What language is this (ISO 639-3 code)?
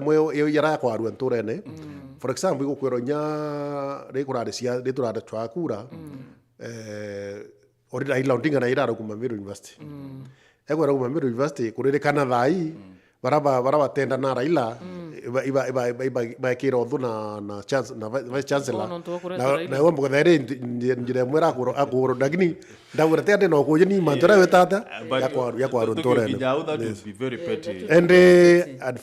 mer